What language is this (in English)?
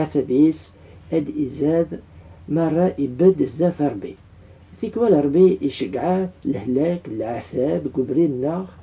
Kabyle